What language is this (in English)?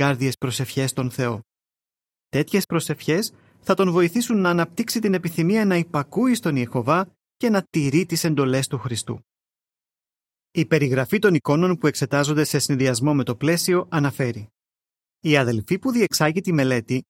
Greek